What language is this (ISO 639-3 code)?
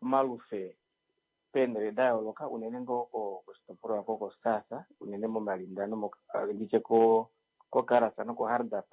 kua